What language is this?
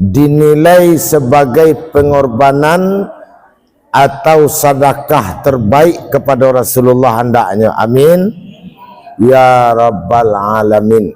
Minangkabau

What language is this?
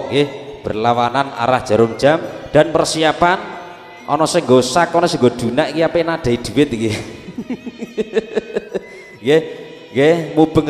Javanese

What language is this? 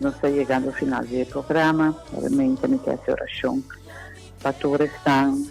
Papiamento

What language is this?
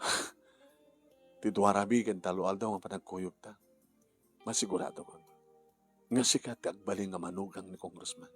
Iloko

